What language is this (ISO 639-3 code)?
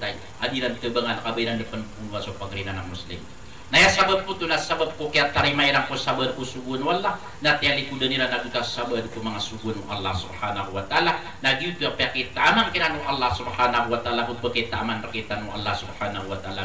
mrw